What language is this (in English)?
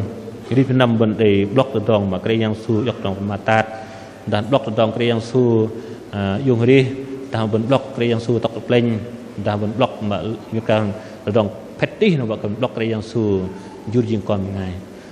Bahnar